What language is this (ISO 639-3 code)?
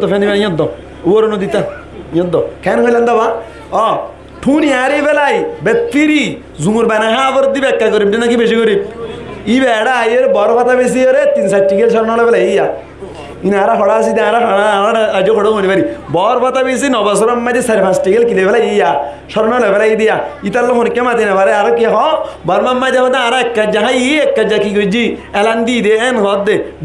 rhg